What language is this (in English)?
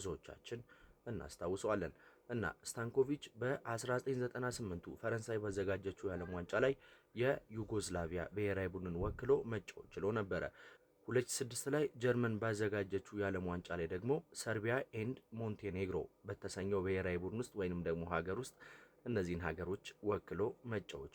Amharic